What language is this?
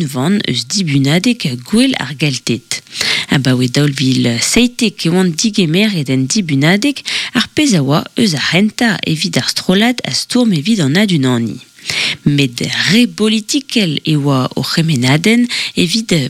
Breton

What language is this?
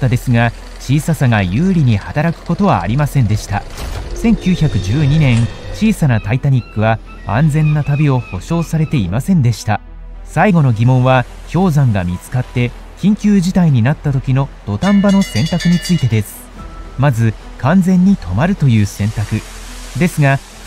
Japanese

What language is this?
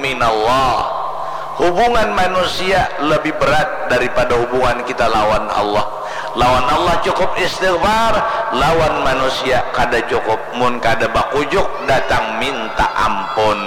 Banjar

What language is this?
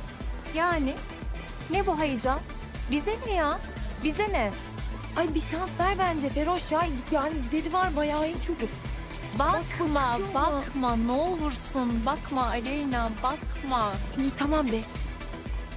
Turkish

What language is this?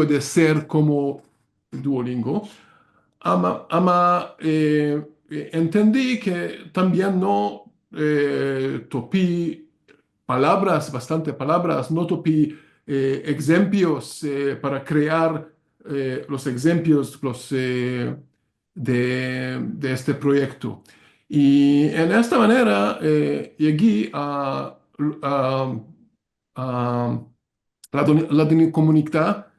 Ladino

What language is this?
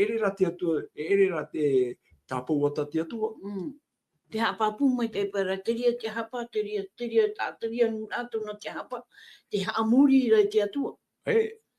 Tahitian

